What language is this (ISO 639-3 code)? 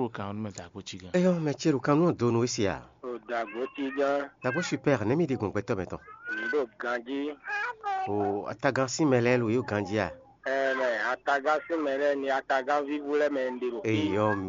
fon